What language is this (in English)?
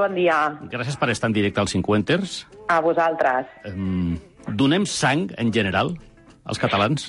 Catalan